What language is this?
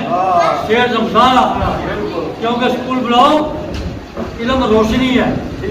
Pahari-Potwari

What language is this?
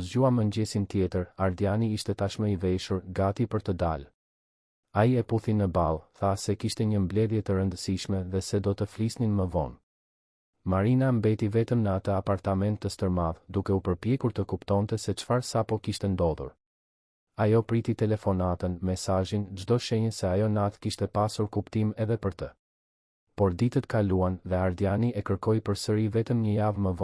Albanian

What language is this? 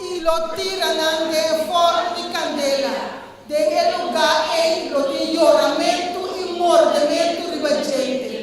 Papiamento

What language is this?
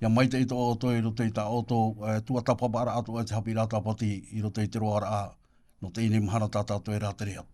Tahitian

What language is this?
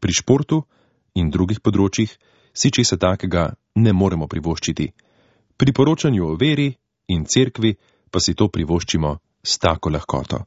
Slovenian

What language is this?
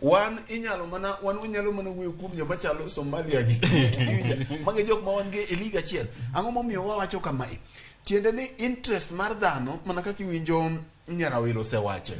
Luo (Kenya and Tanzania)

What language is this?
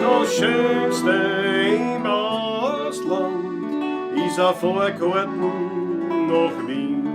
Bavarian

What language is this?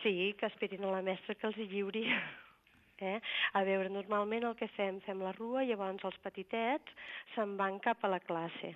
Catalan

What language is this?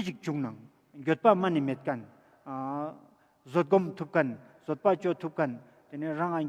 Ladakhi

